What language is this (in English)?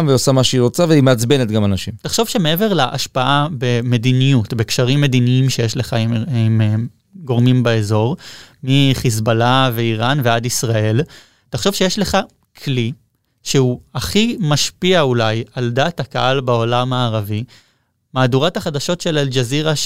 Hebrew